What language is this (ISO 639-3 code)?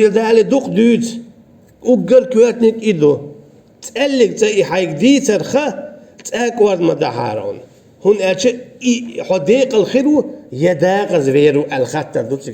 che